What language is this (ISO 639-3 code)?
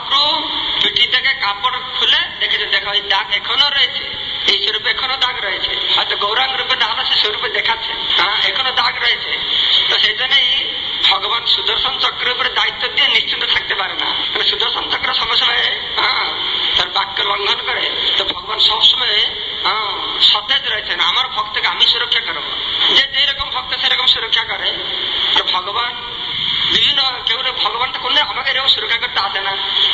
ben